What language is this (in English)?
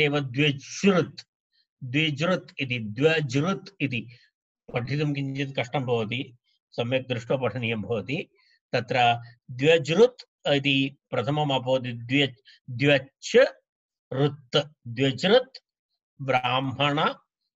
Sanskrit